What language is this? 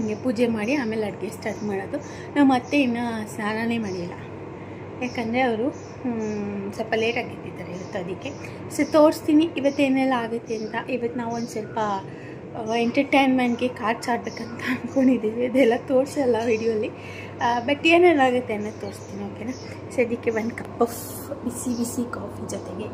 Kannada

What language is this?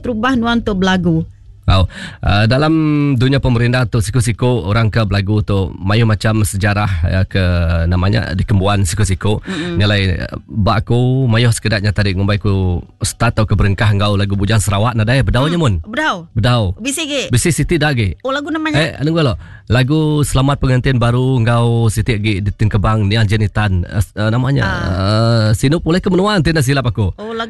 Iban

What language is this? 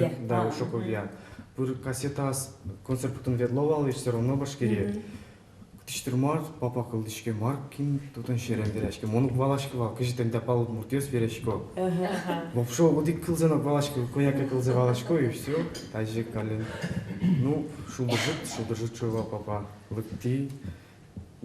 Udmurt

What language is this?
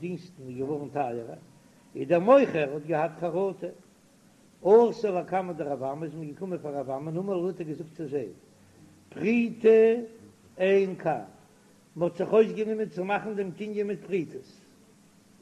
Yiddish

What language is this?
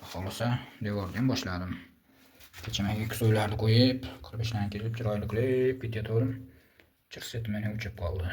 Uzbek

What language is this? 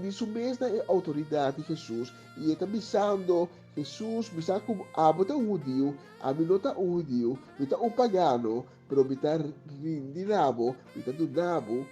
Papiamento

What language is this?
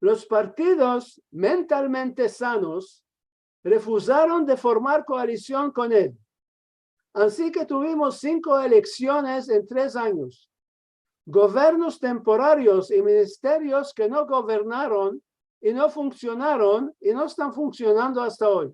Ladino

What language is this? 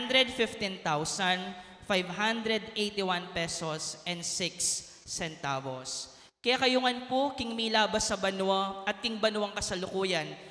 Pampanga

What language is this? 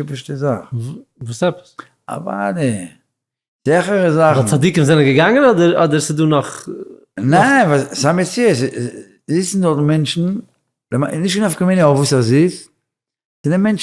Yiddish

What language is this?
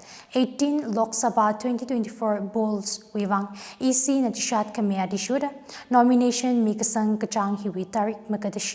Tangkhul Naga (India)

